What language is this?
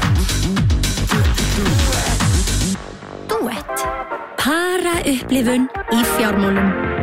Icelandic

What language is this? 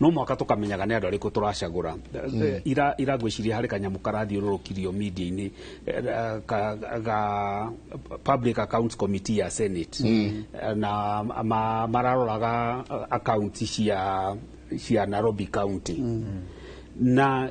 Kikuyu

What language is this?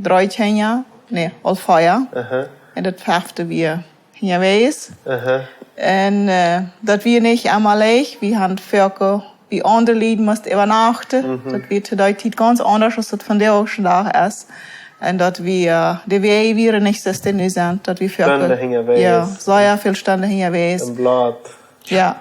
Plautdietsch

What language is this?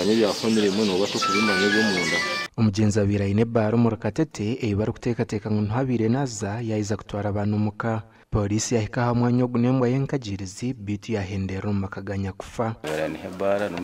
Nyankole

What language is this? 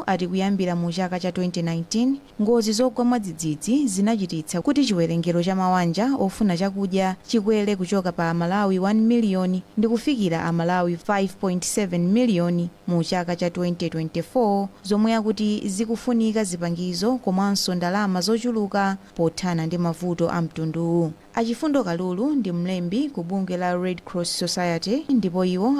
Nyanja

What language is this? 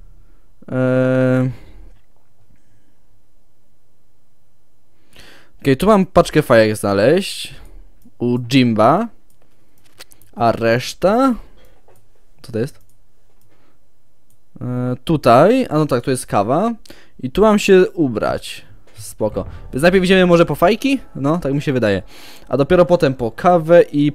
Polish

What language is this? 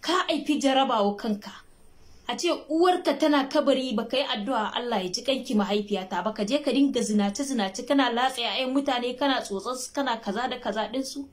Hausa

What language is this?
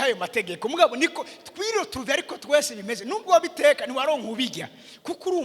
Rundi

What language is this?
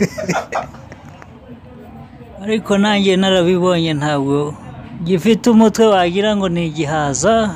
Kinyarwanda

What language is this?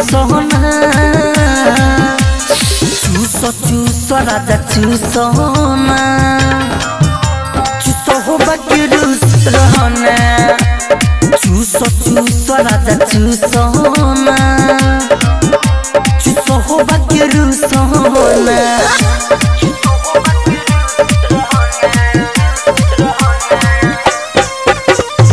Bhojpuri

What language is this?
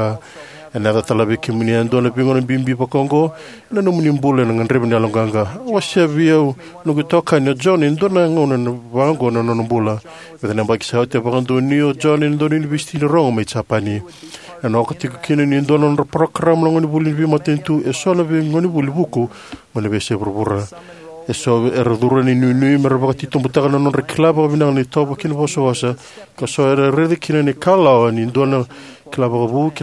Fijian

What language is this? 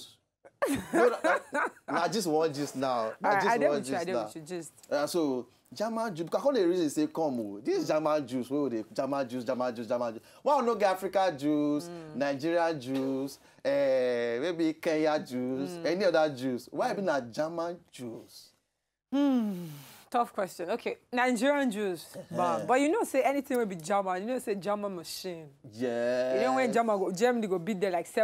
Nigerian Pidgin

